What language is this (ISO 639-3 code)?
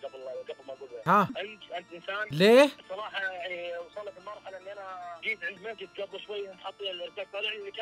ara